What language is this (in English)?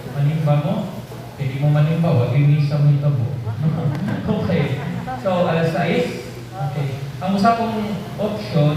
Cebuano